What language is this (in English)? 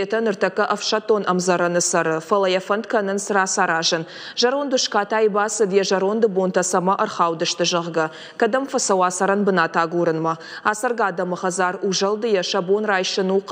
Ossetic